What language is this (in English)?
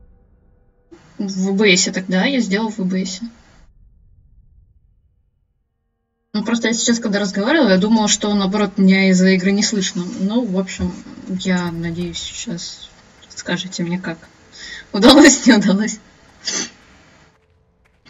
Russian